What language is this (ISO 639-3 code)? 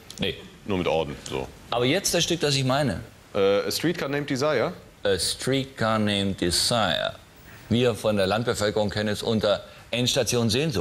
deu